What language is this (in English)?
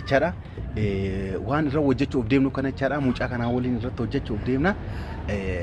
Oromo